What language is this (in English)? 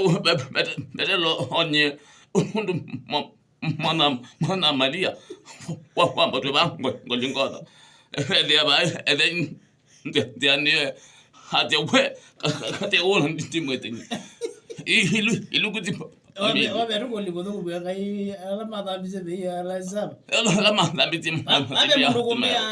Kamba